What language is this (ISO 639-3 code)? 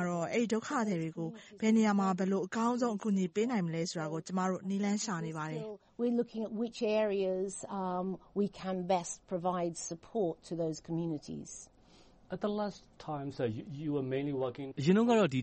mya